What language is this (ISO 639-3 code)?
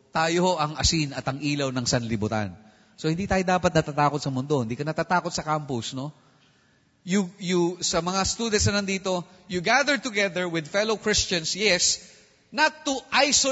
fil